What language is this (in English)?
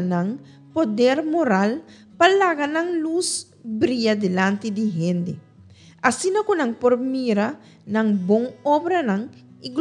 Papiamento